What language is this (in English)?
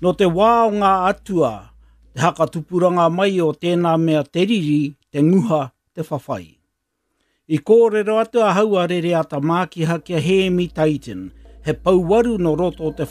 Māori